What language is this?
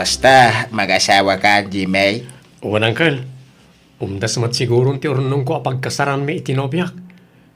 Iloko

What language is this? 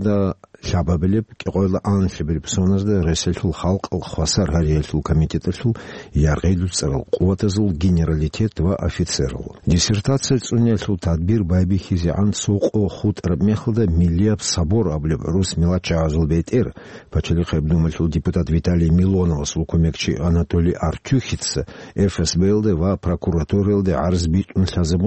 Avaric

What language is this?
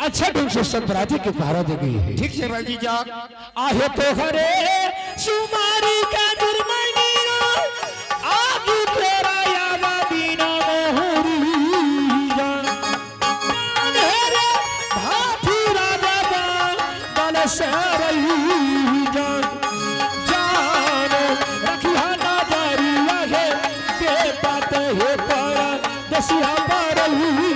Angika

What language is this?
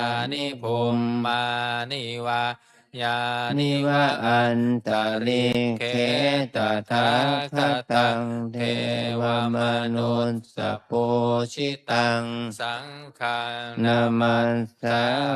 Pali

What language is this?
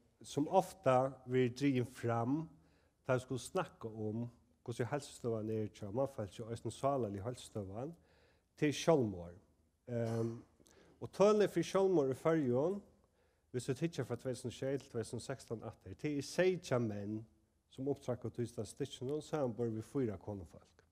Faroese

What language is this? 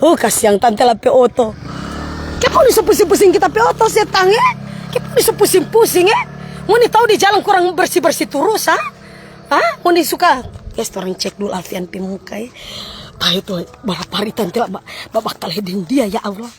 Manado Malay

